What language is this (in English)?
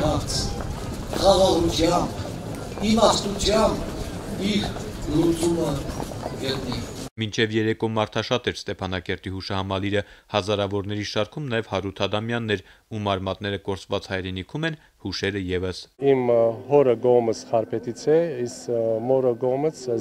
Armenian